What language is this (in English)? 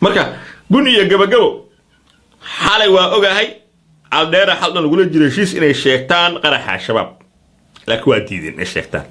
Somali